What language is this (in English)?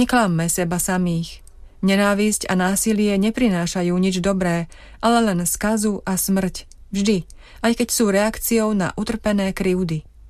Slovak